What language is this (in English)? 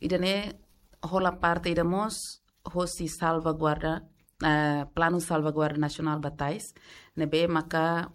Tetum